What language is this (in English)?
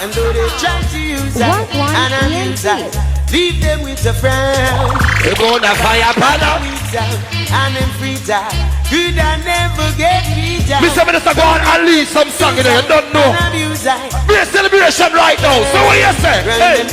Jamaican Creole English